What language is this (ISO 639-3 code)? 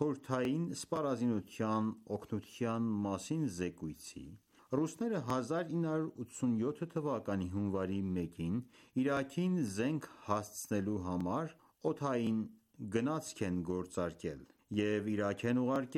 hye